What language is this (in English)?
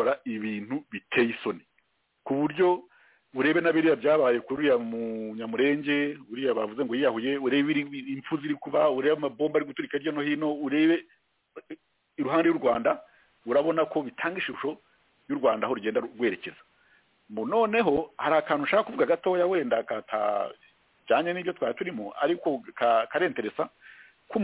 Kinyarwanda